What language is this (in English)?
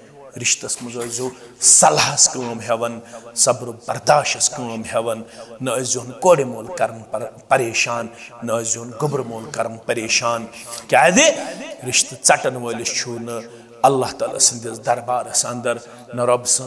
Kashmiri